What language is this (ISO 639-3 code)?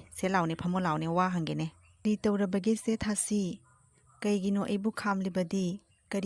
mni